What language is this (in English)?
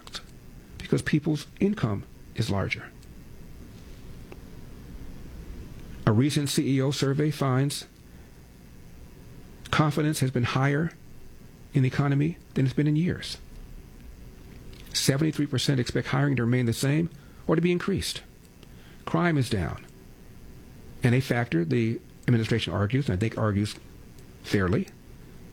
English